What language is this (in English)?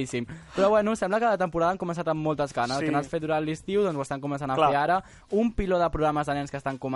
Catalan